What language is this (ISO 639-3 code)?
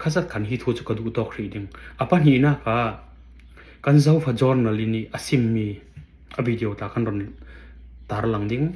cfm